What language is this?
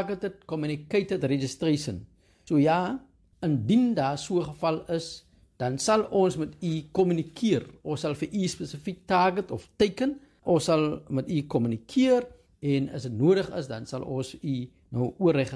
Afrikaans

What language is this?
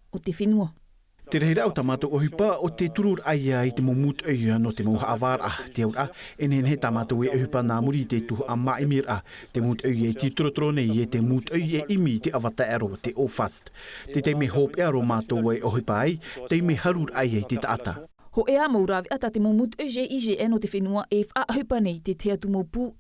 Tahitian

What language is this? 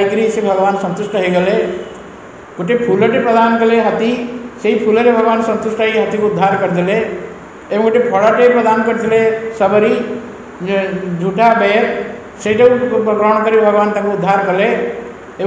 Odia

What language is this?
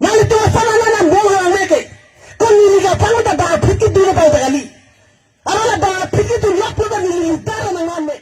Karbi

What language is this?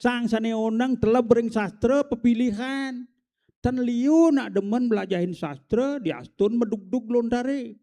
Balinese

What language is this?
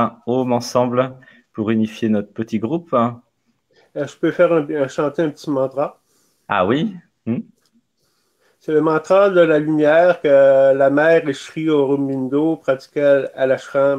French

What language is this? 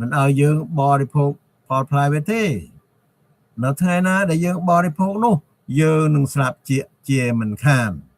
Khmer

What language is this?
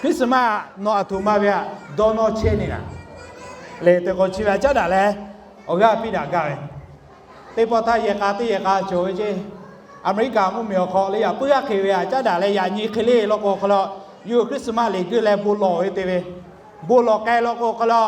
Lahu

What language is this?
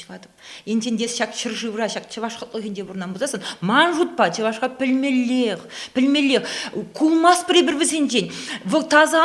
Chuvash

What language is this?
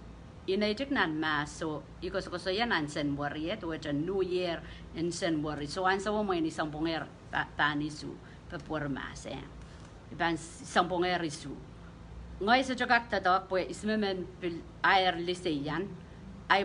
Pohnpeian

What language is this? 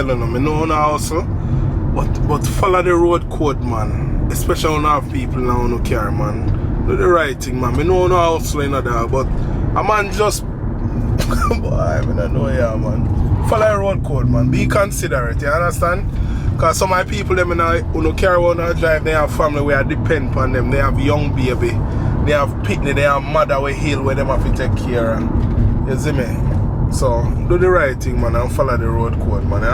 Jamaican Creole English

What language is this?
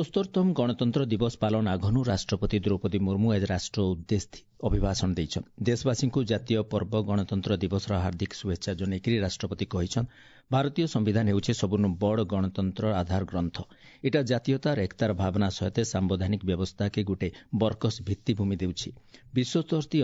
Odia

